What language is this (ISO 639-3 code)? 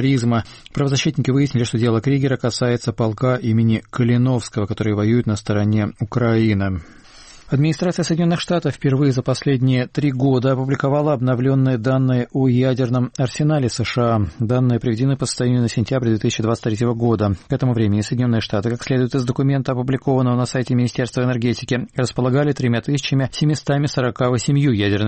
rus